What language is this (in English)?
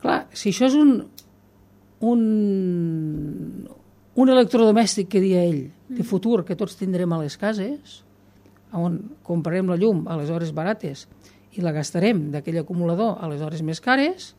Catalan